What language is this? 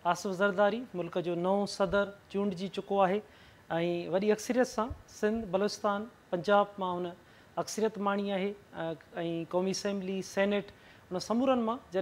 Sindhi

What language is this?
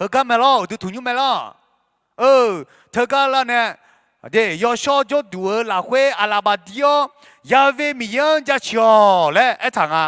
Akha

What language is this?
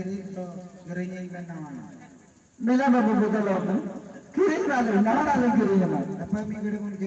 Santali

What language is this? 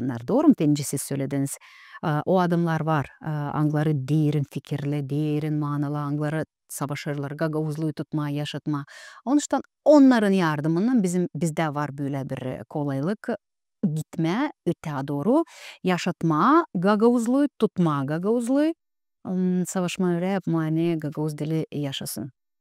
Gagauz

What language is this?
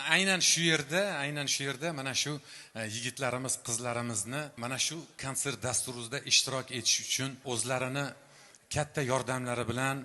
Uzbek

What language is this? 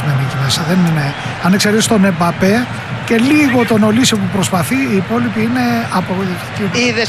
Greek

